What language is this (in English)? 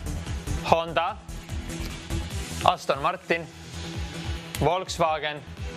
Estonian